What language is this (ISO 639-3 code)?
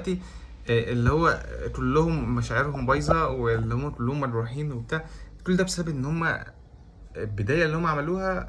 arz